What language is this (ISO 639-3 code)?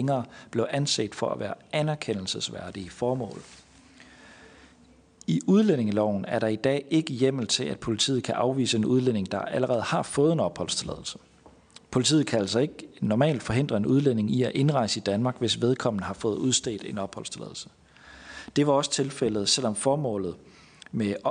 dan